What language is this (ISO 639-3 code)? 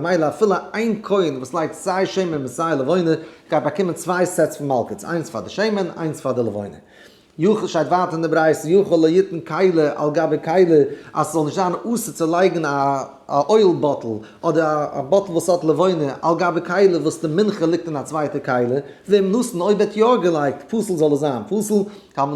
yid